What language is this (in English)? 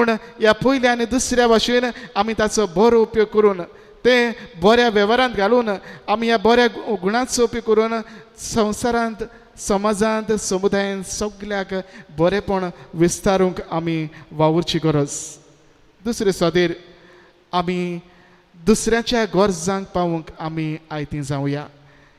Konkani